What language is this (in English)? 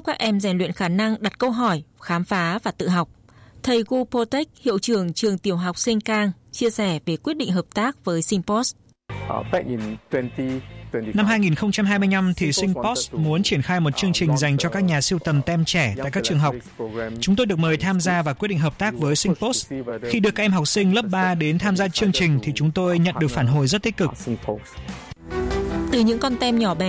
Vietnamese